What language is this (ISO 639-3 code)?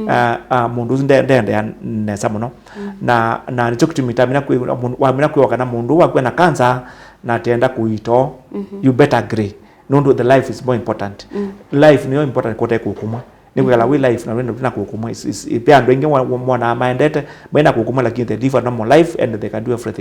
kam